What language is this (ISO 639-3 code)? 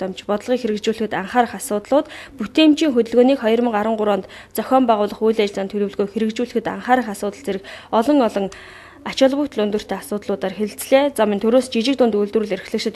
mon